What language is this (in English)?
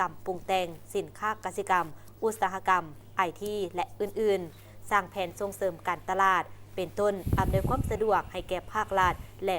Lao